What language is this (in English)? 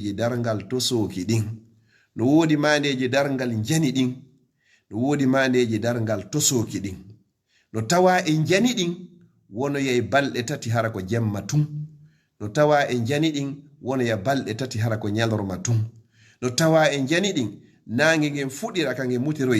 Fula